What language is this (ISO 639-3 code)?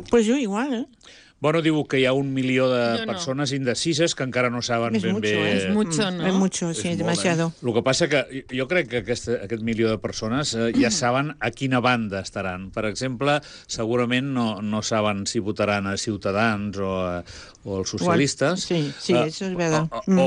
cat